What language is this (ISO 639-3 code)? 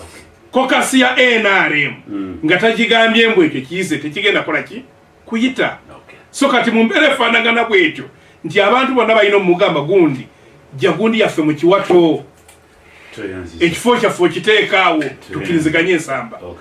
lug